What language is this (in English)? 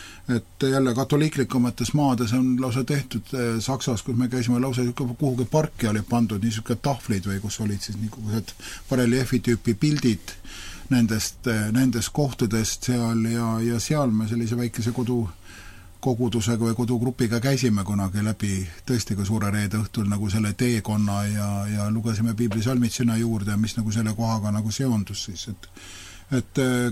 Estonian